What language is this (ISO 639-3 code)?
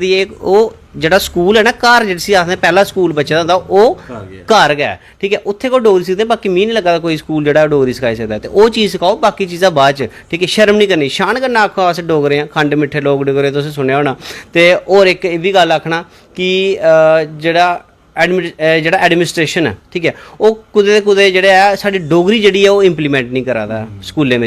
doi